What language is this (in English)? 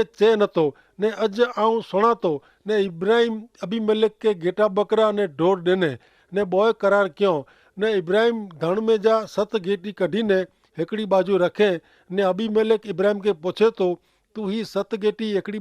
Kachhi